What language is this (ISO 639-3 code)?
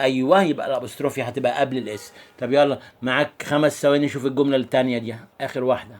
arz